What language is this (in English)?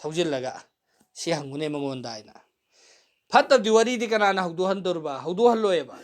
Manipuri